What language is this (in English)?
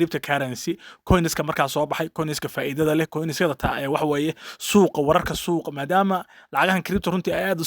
Somali